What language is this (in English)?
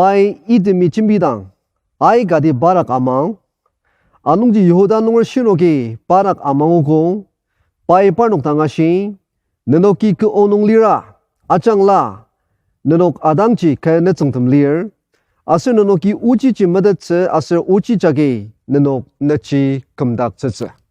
Ao Naga